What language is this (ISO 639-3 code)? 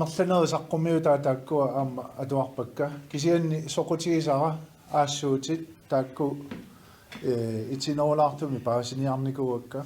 kal